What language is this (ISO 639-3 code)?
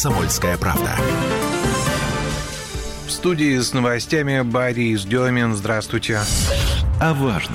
rus